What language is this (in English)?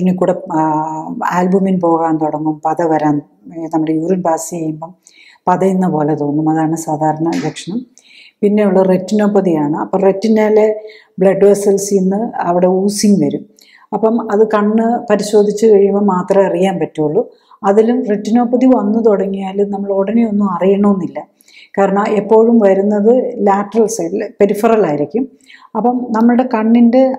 Malayalam